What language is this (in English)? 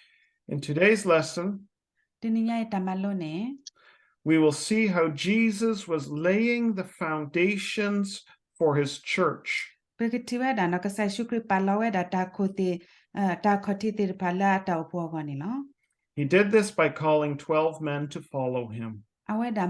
S'gaw Karen